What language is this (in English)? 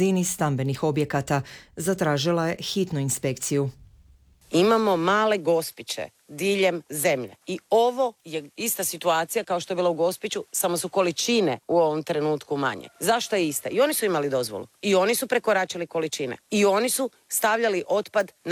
Croatian